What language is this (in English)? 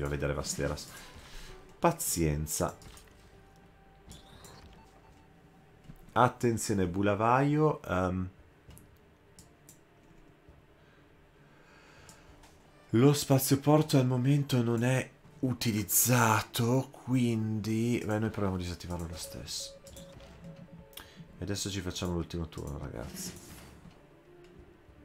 Italian